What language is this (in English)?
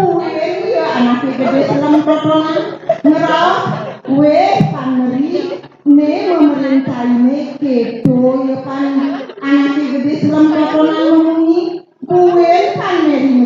Balinese